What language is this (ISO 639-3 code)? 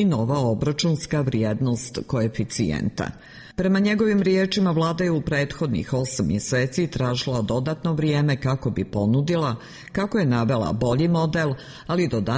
srp